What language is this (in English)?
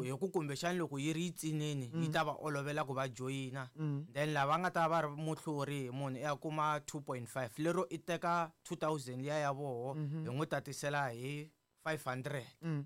Tsonga